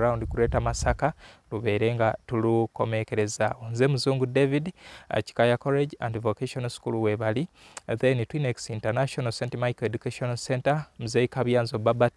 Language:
Ganda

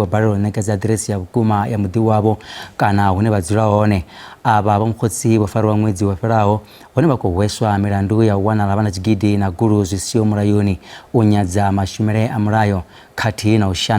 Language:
Venda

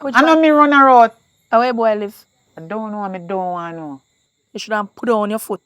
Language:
Jamaican Creole English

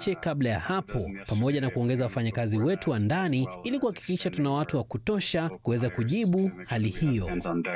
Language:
Swahili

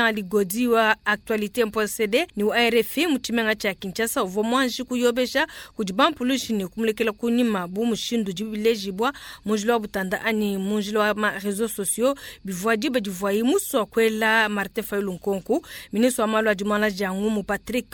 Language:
Luba-Lulua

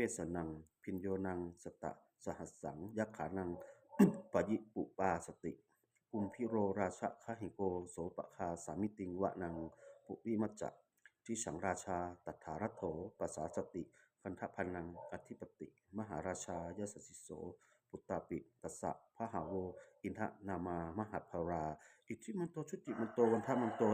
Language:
Pali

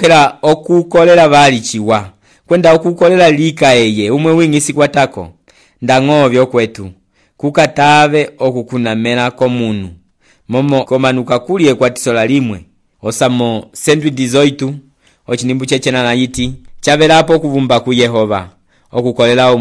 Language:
Umbundu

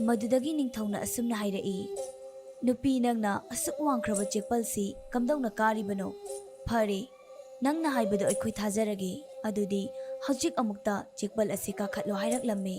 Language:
Manipuri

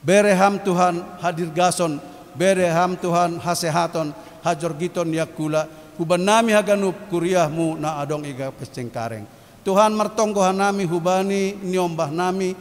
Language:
Batak Simalungun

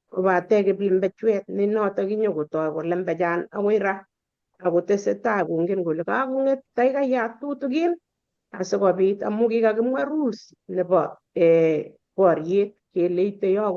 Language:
Kalenjin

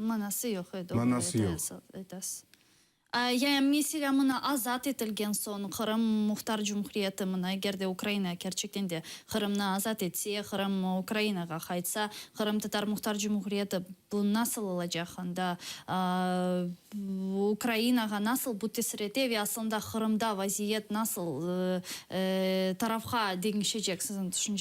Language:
Crimean Tatar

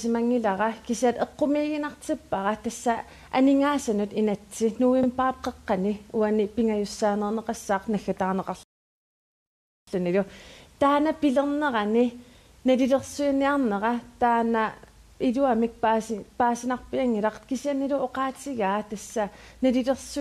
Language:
Kalaallisut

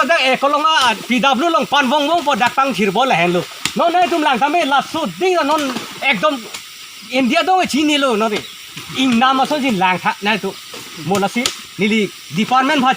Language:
Karbi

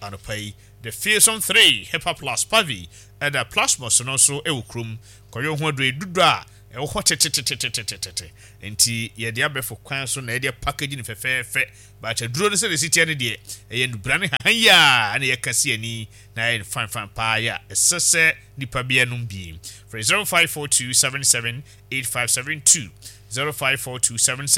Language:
Akan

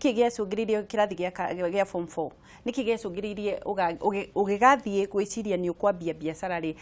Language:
Kikuyu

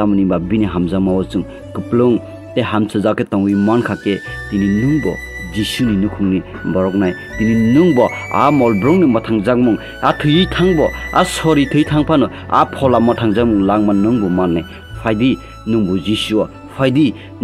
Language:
Kok Borok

